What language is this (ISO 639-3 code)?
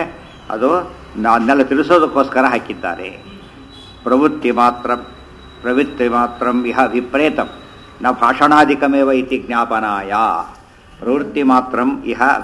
kan